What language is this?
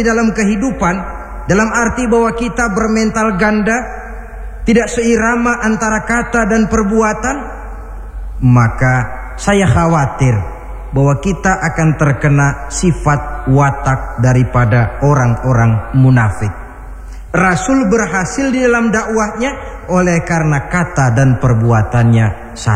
Indonesian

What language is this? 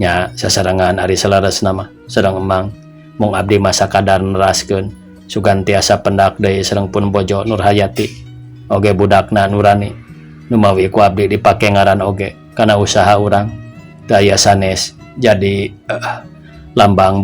Sundanese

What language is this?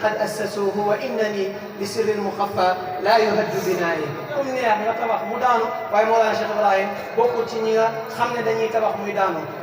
Wolof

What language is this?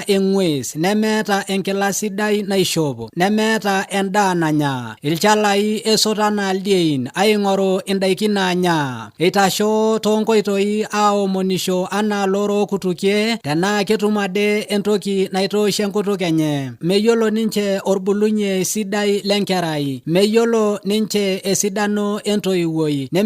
Masai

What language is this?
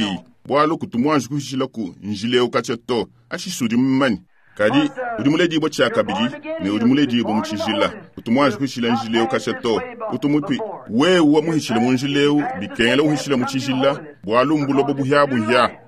Luba-Lulua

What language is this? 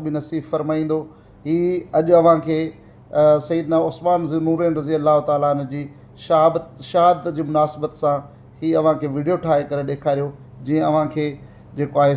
Sindhi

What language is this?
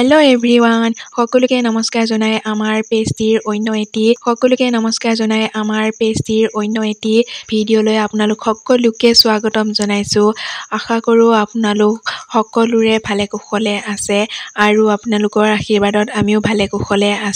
Assamese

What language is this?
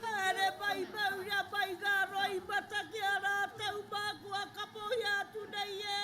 Māori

